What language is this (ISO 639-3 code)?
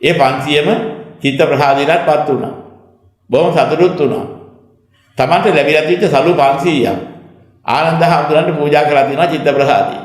sin